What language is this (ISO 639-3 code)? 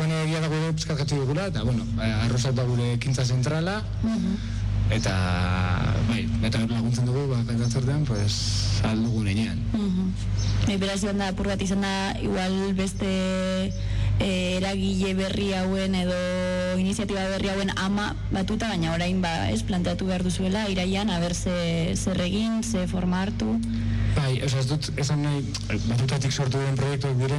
eus